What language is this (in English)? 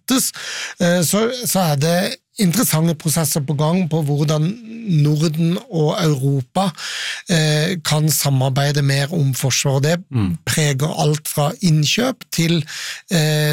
Norwegian